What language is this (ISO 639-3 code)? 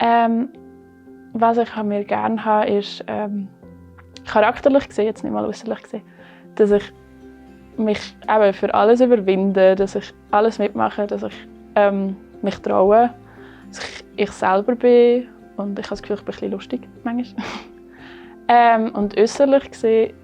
gsw